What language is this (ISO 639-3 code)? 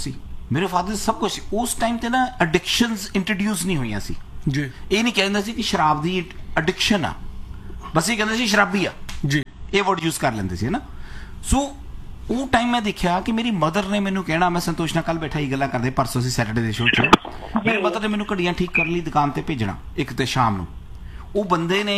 pan